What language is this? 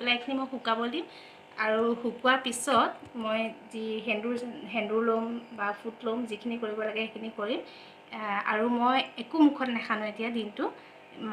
Assamese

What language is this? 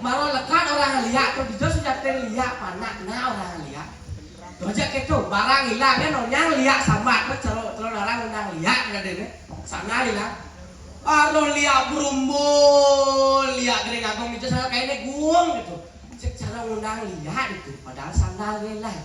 Balinese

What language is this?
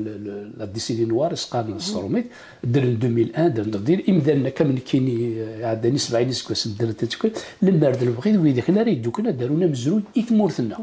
Kabyle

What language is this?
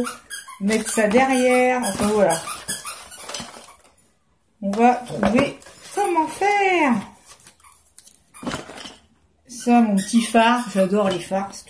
French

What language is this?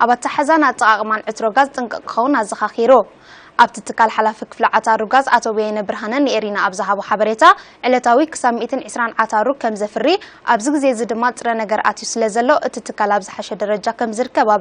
Tigrinya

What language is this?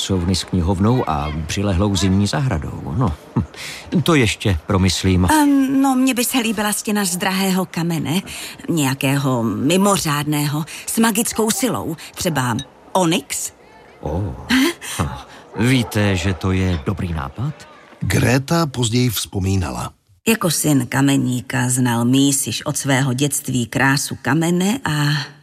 Czech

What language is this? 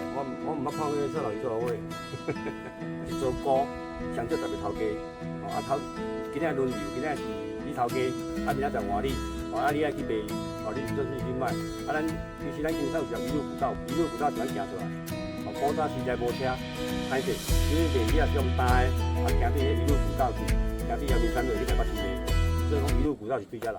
Min Nan Chinese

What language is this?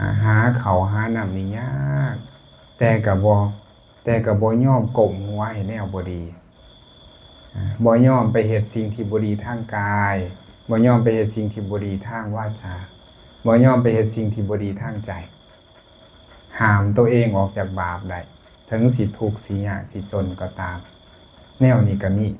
Lao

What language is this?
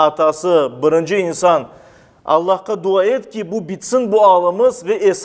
Crimean Tatar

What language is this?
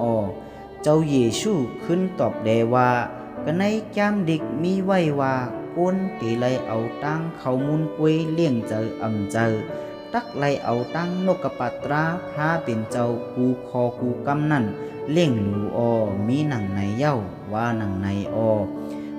Shan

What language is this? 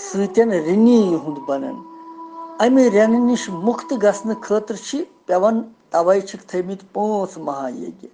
Kashmiri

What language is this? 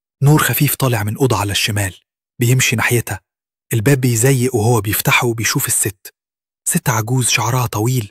Egyptian Arabic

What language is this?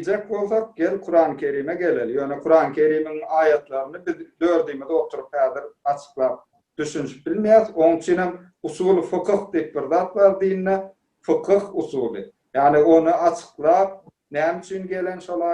Turkmen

